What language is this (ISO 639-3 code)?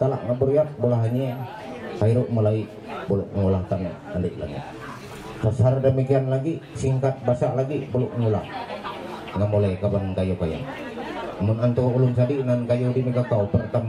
mhy